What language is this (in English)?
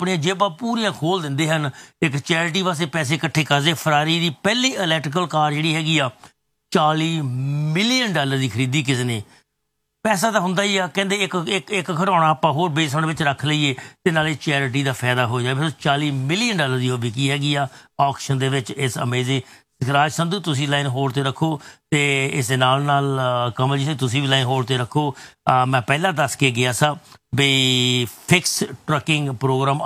Punjabi